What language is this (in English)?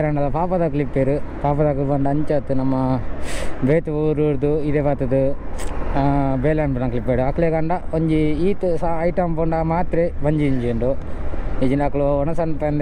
Tulu